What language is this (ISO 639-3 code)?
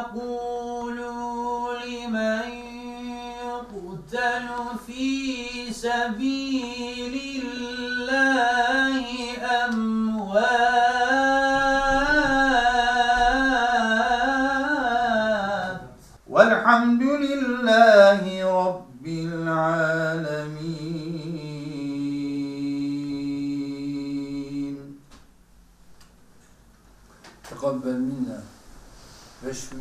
tur